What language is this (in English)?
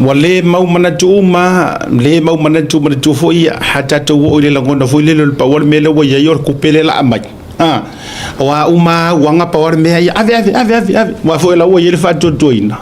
Samoan